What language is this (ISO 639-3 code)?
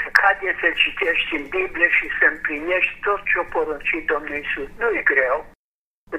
ron